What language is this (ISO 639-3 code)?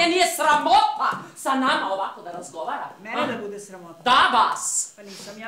srp